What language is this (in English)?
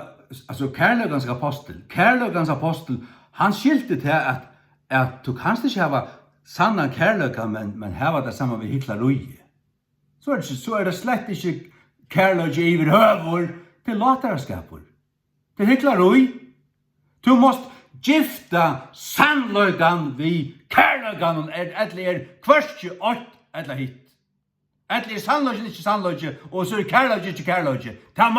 Faroese